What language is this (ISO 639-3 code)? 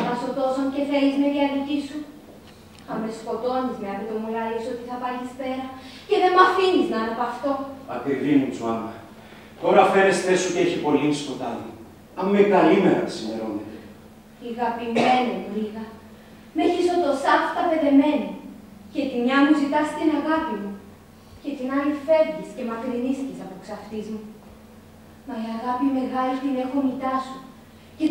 ell